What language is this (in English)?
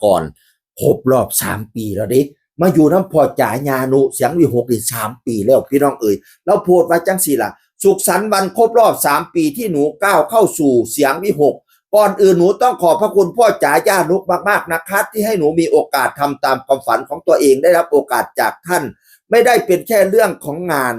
Northeastern Thai